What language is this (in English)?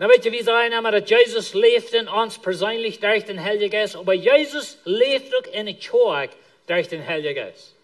Plautdietsch